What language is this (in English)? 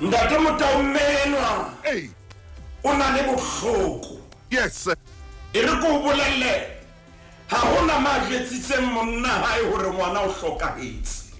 Southern Sotho